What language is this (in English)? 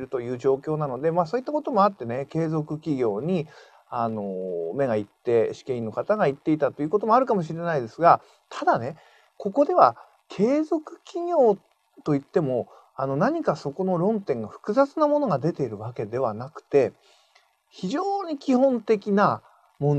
Japanese